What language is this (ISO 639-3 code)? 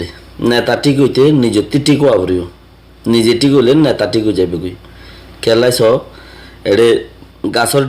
rhg